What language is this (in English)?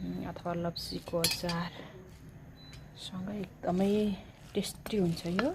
Nepali